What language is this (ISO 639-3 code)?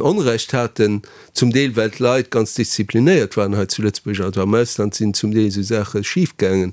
ltz